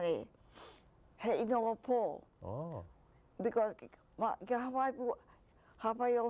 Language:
Hawaiian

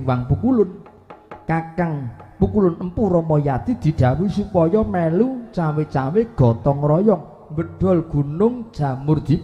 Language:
Javanese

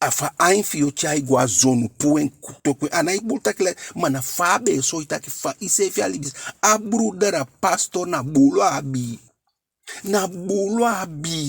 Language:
Eastern Maroon Creole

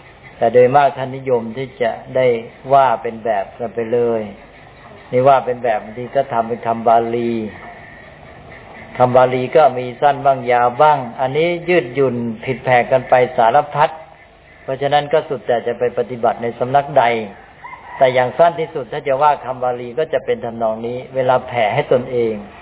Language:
Thai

